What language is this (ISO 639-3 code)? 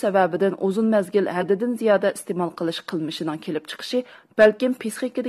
uig